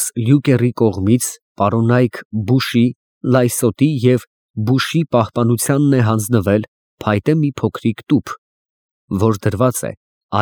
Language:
Armenian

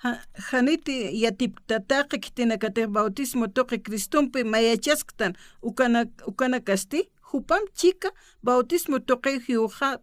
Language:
Aymara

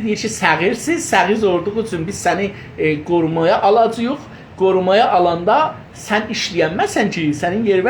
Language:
South Azerbaijani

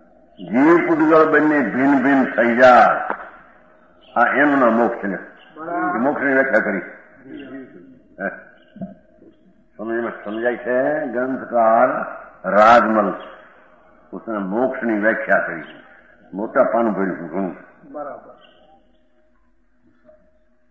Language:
Gujarati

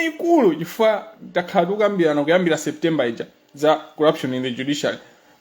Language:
Nyanja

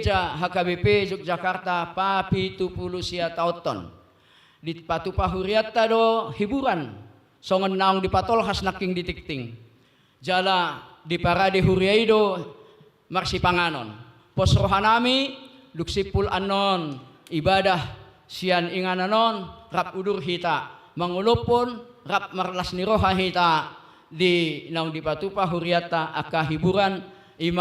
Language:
Batak Toba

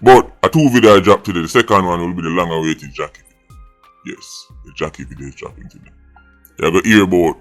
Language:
Jamaican Creole English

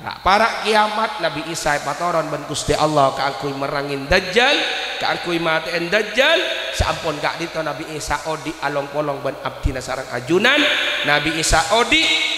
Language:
Madurese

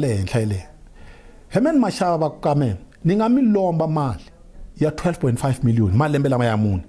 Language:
Tsonga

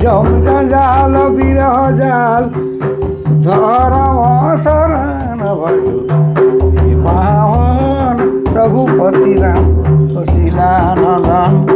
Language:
Sadri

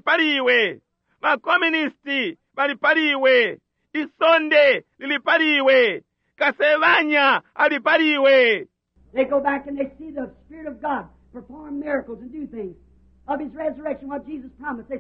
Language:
Bemba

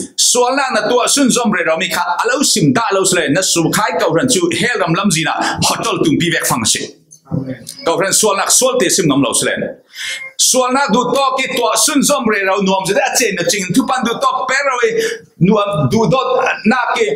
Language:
Falam Chin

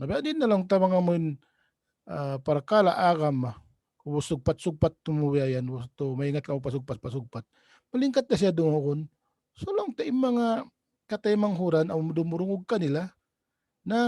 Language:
Tausug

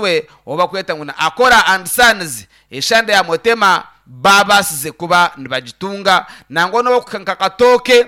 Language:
Nyankole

